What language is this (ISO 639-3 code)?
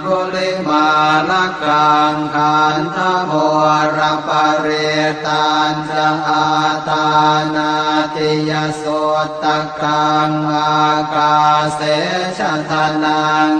pli